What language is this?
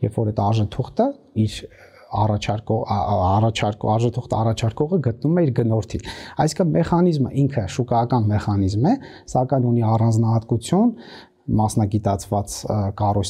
Armenian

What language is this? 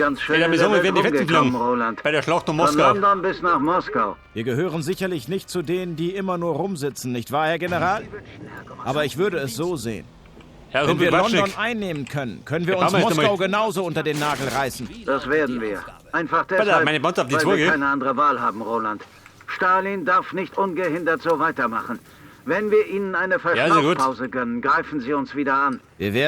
Bavarian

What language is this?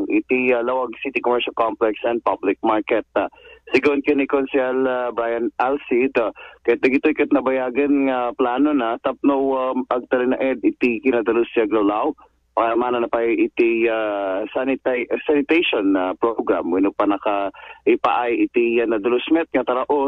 Iloko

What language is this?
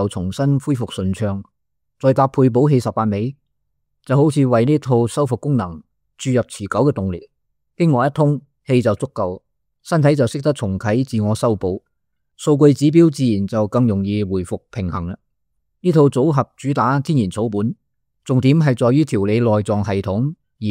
Cantonese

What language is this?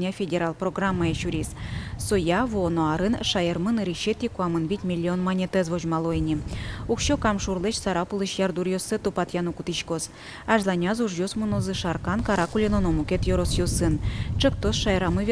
Udmurt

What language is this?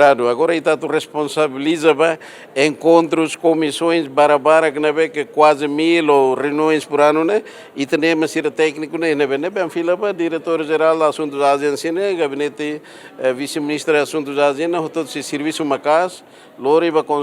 Tetum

